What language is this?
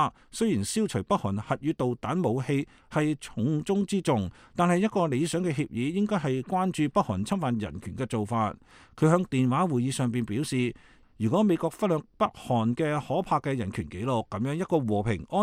Cantonese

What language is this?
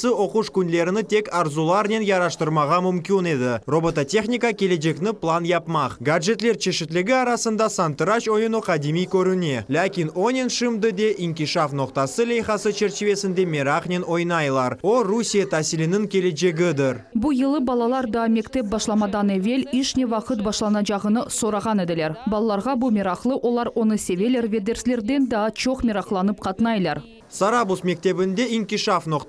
Crimean Tatar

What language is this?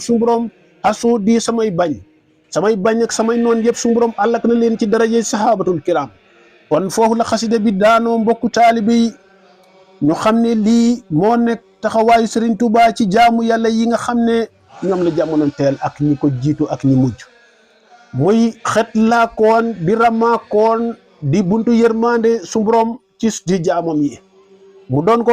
Wolof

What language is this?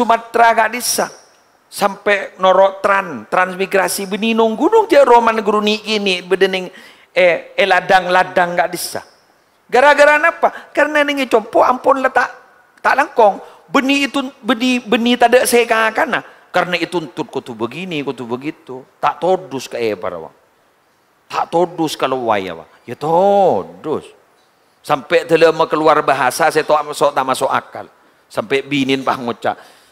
Madurese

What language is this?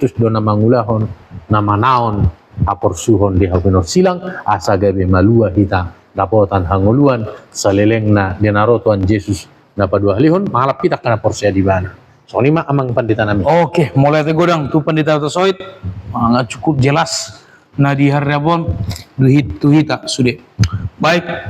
Batak Toba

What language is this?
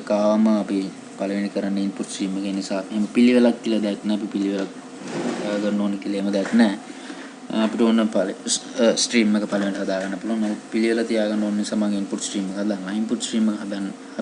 Sinhala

